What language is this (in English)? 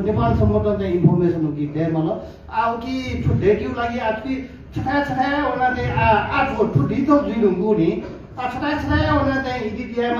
Newari